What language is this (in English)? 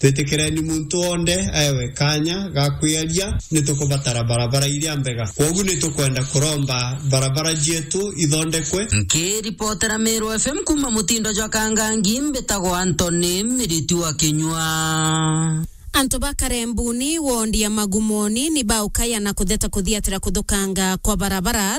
Meru